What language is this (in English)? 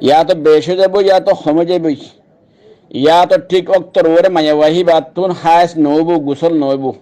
Rohingya